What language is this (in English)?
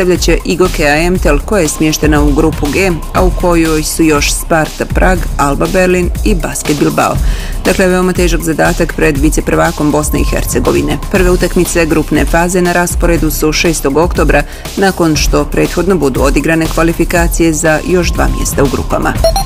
Bosnian